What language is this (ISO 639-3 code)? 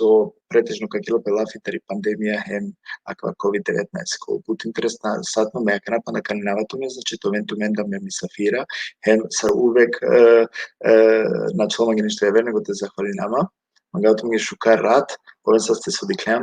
rmn